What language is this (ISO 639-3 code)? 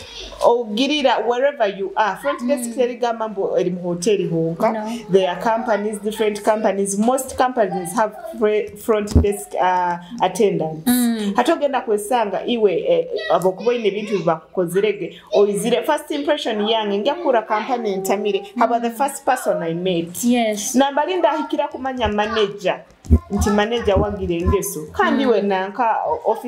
ttj